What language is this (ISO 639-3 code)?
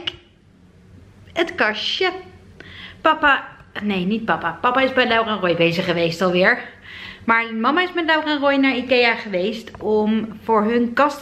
nld